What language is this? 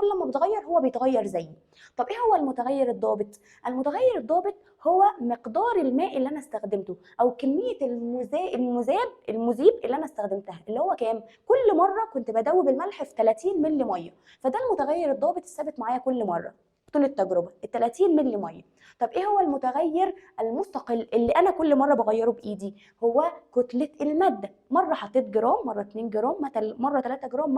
Egyptian Arabic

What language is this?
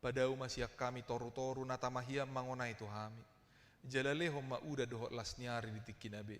Batak Toba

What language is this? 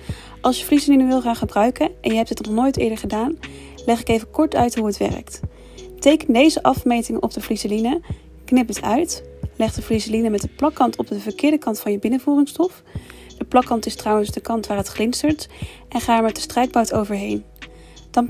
Dutch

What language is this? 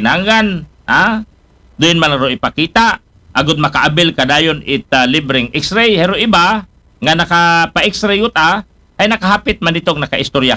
Aklanon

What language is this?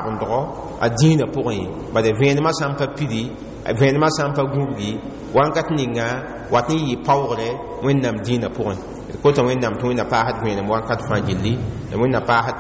Mossi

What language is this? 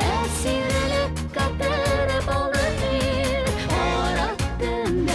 Tatar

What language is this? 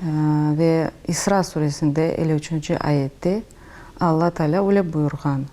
Crimean Tatar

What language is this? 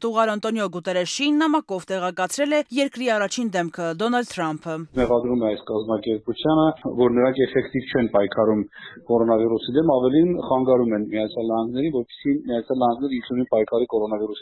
Armenian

